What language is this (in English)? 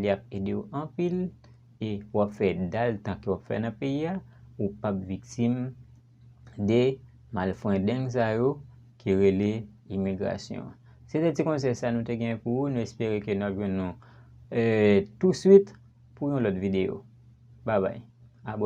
Haitian Creole